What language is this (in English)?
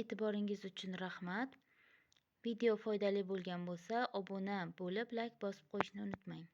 Uzbek